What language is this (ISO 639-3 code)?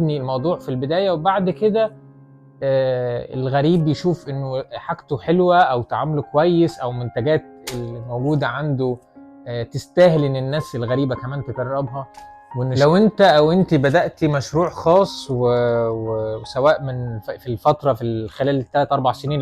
arz